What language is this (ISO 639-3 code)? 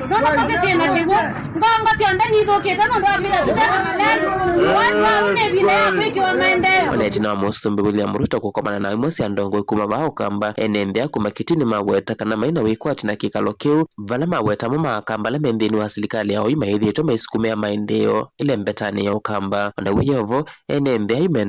kam